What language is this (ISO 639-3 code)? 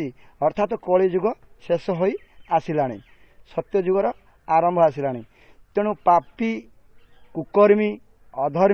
ori